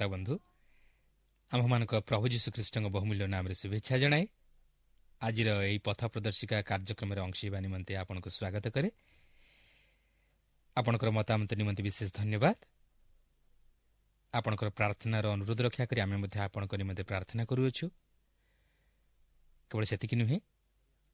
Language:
Odia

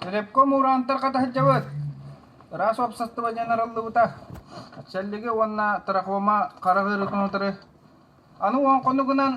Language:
Yakut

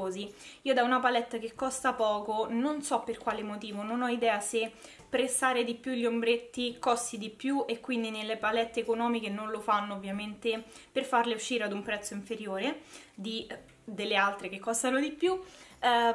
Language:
Italian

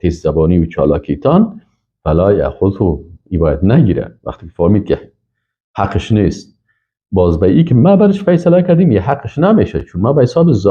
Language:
Persian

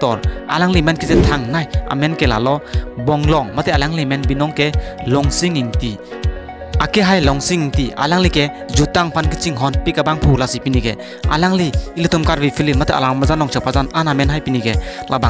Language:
Karbi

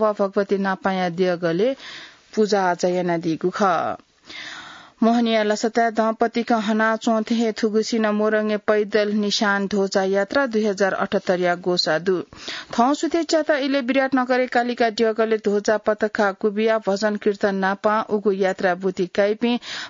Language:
Newari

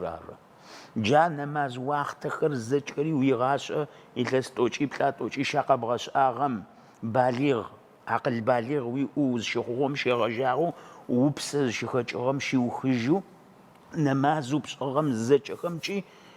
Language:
Adyghe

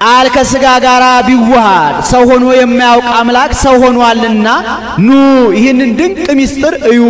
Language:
Amharic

